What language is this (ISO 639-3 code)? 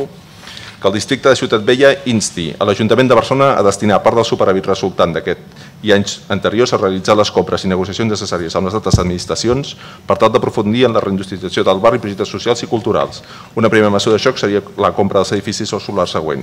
cat